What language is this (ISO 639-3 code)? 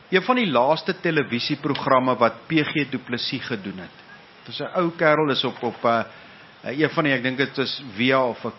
afr